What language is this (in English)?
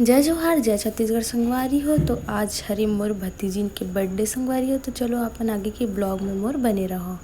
Chhattisgarhi